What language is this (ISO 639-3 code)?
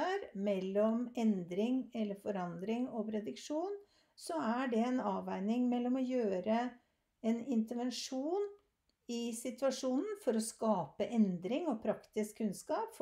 nor